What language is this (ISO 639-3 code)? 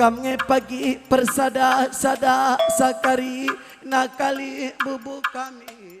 btx